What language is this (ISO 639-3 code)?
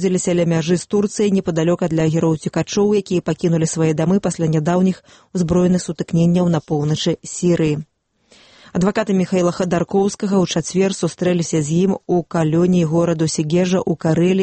bel